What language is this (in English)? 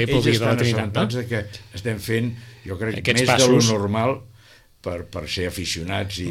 Catalan